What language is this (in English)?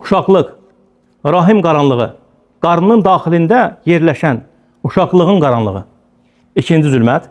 Azerbaijani